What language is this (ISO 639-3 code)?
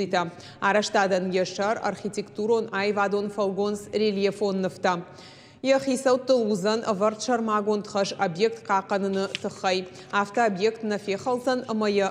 oss